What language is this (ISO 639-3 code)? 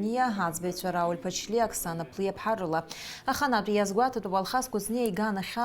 abk